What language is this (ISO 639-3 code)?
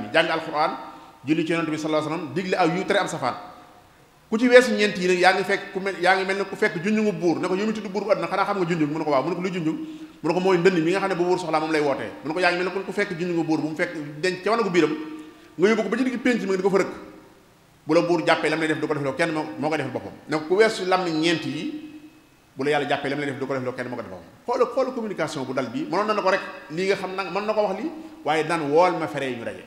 wol